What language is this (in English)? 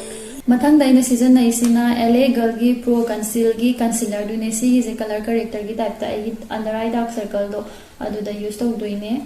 Manipuri